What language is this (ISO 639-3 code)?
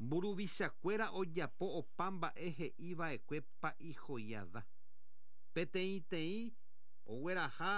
grn